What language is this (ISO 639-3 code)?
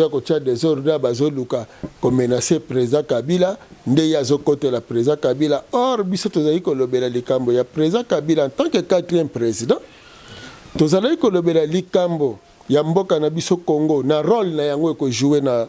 lin